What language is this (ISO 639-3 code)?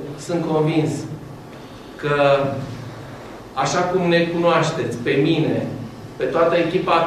ron